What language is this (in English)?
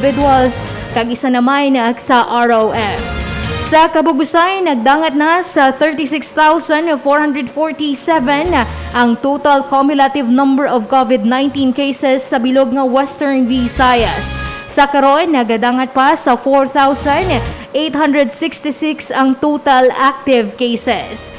Hiligaynon